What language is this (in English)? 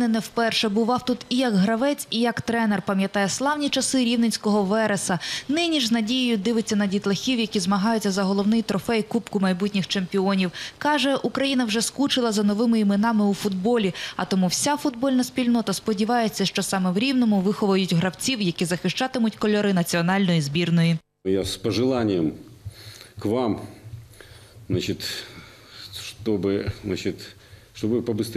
Ukrainian